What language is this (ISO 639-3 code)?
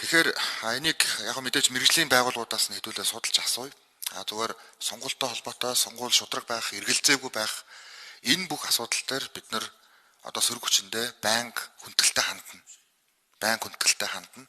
mon